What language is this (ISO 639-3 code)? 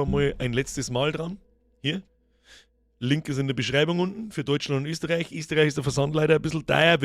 bar